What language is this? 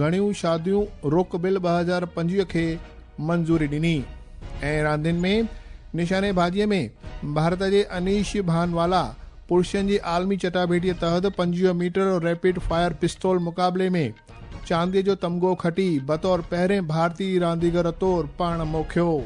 Sindhi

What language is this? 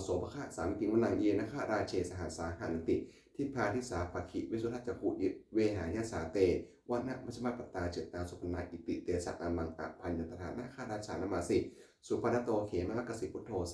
Pali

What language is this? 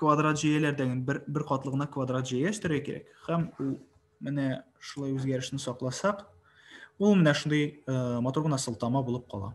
Tatar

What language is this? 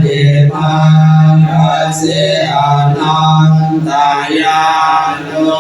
Pali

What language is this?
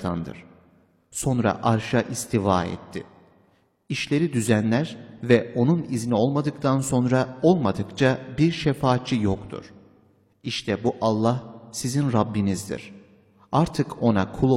Turkish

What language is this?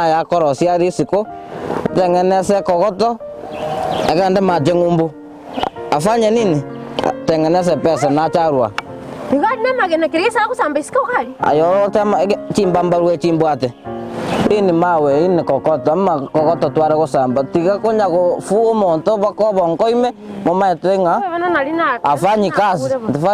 Gusii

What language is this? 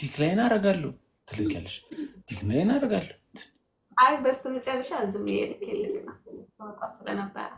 Amharic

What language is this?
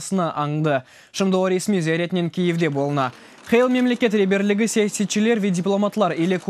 Crimean Tatar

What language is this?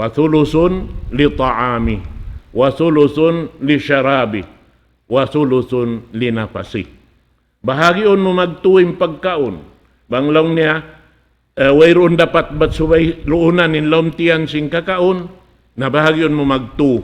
Tausug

